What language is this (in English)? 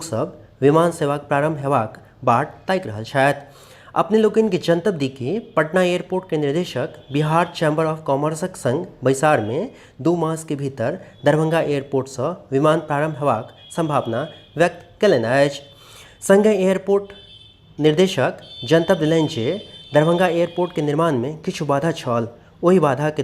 Maithili